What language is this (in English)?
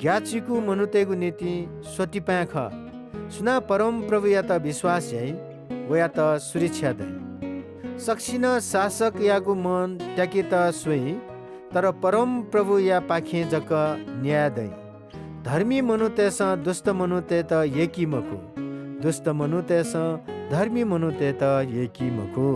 Newari